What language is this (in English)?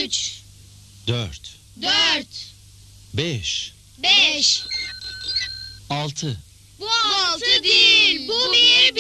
Turkish